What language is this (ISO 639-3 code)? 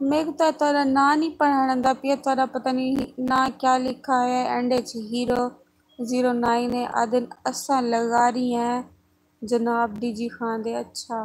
skr